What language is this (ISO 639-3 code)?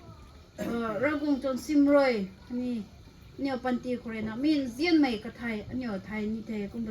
nbu